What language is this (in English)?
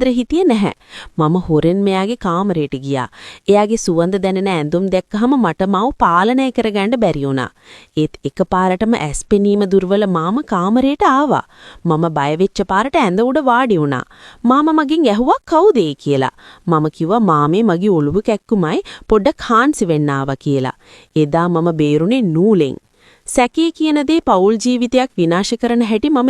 Sinhala